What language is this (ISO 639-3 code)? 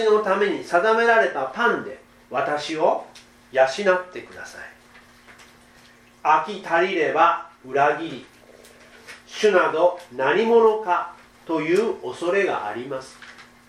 jpn